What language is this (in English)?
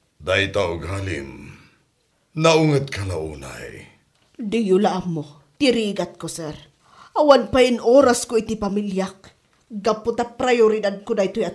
Iloko